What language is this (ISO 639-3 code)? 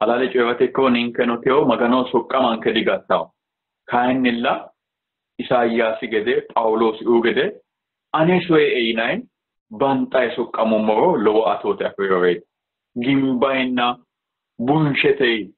sid